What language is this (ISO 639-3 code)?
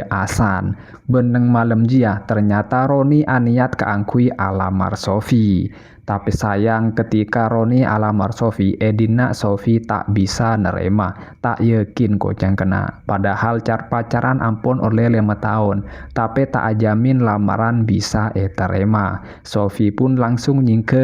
mad